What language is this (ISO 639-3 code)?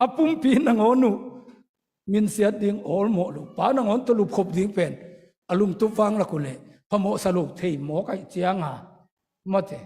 ctd